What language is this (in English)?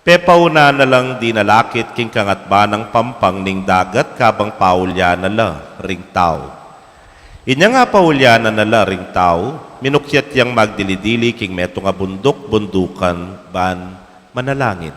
Pampanga